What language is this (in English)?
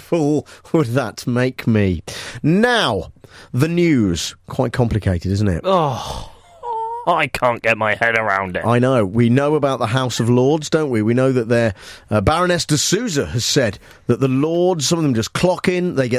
English